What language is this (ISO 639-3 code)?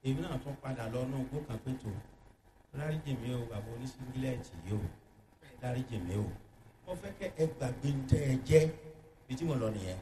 yor